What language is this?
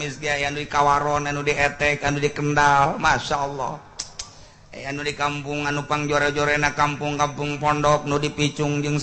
Sundanese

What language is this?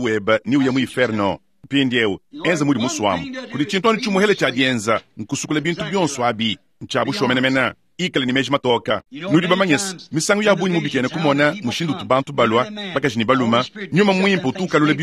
Luba-Lulua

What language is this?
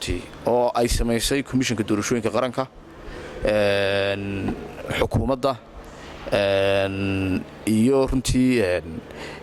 Somali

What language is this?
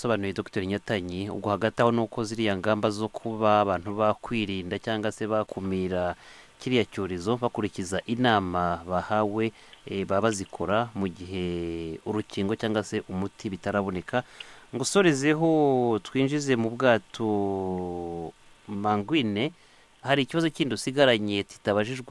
Kinyarwanda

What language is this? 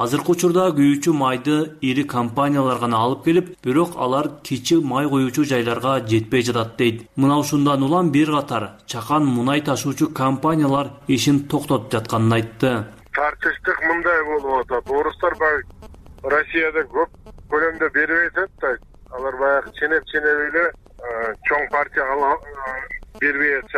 Kyrgyz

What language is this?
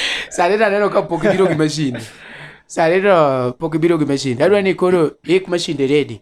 Luo (Kenya and Tanzania)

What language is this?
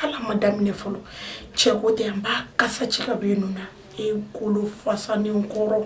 Bambara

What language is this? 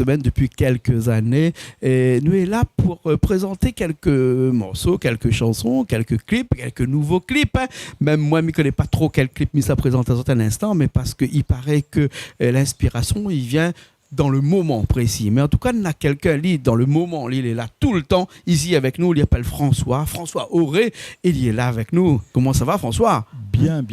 Réunion Creole French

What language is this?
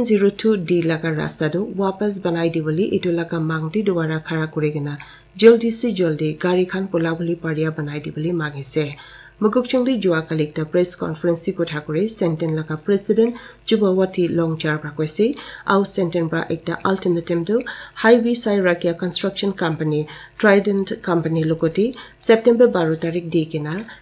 Naga Pidgin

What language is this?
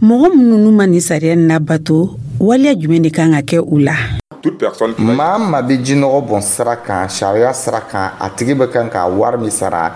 Dyula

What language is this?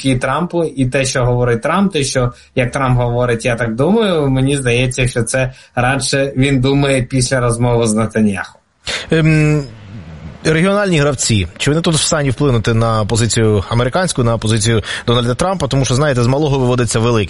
Ukrainian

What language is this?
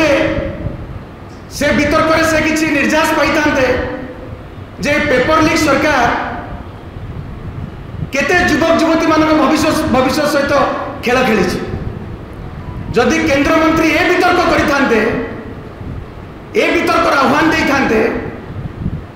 Odia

